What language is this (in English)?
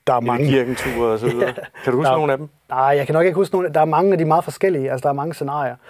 Danish